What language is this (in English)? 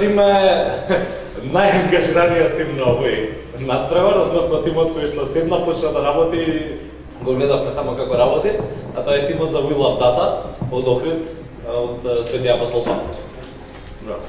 Macedonian